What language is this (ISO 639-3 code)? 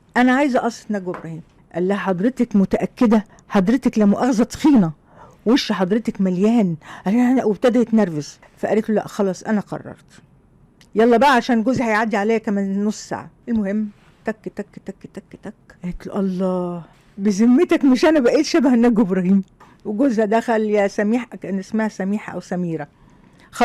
arz